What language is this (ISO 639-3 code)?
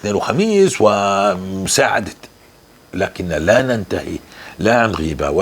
apc